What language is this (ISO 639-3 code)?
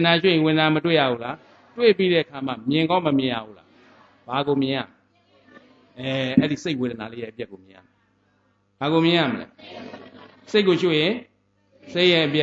mya